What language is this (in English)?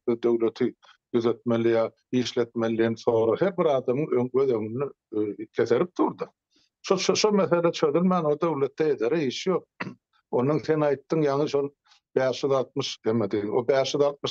Turkmen